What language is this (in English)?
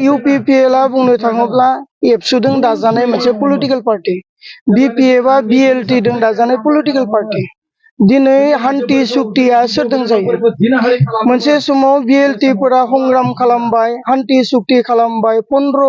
Bodo